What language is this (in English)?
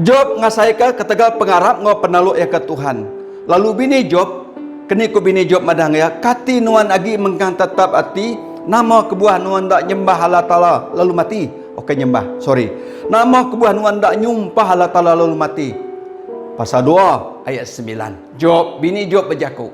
Iban